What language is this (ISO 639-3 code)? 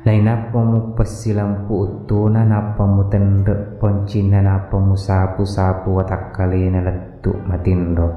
bug